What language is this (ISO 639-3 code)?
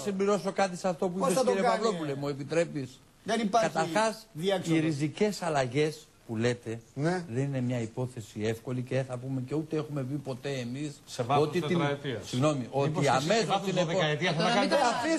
ell